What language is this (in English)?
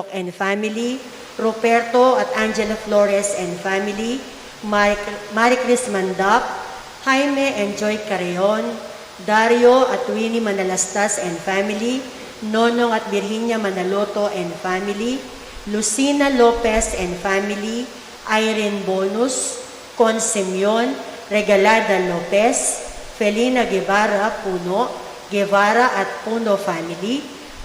Pampanga